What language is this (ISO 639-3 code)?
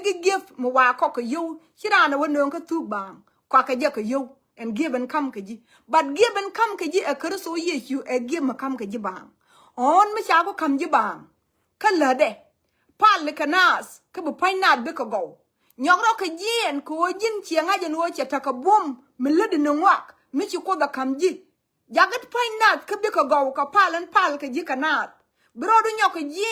nus